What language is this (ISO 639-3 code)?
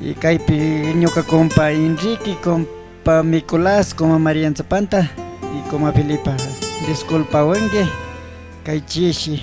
qug